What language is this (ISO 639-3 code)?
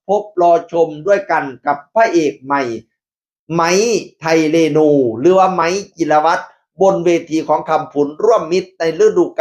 tts